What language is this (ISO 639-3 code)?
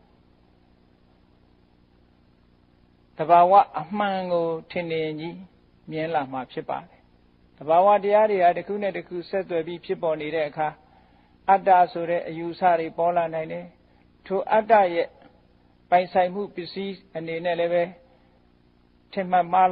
mya